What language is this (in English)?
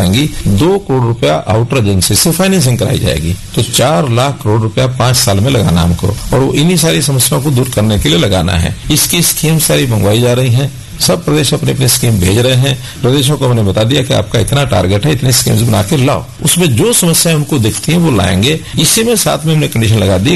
Hindi